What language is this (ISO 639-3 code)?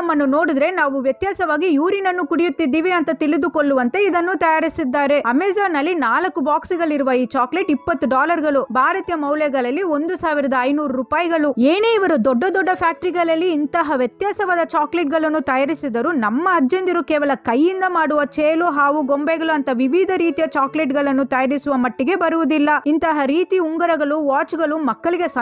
kan